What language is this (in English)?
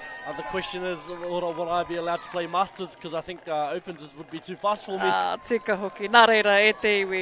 Māori